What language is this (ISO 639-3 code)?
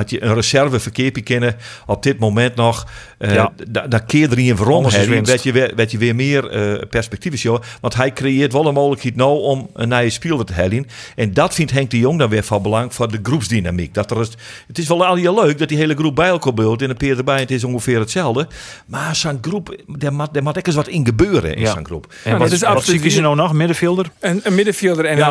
fry